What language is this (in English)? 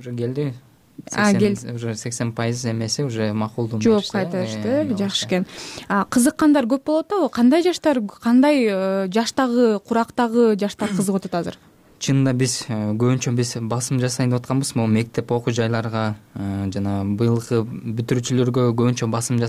Kyrgyz